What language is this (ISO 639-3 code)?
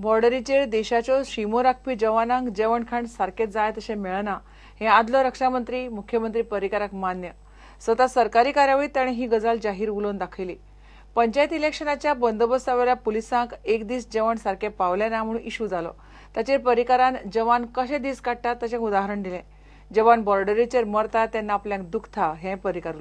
kok